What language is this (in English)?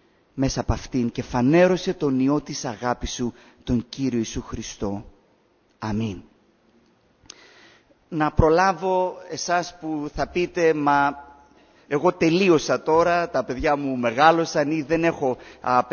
Greek